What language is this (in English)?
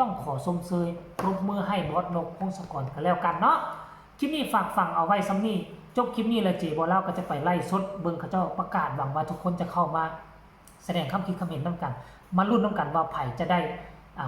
Northeastern Thai